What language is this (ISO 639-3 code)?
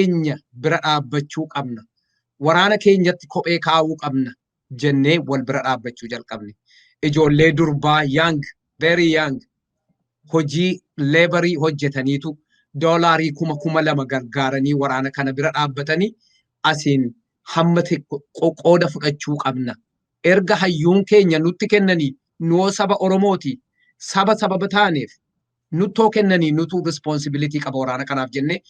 orm